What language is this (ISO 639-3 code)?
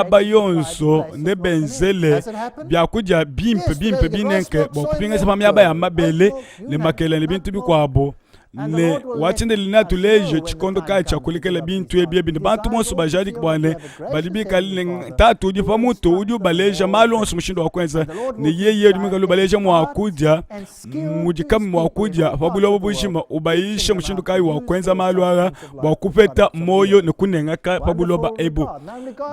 lua